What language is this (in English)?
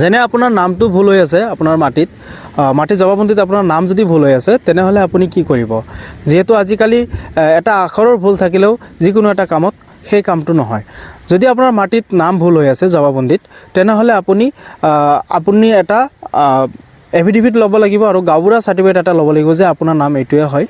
Assamese